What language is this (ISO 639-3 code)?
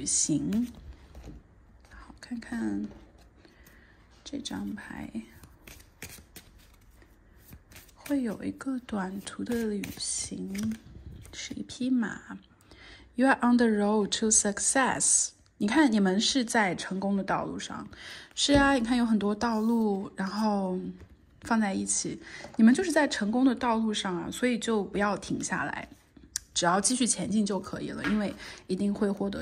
zho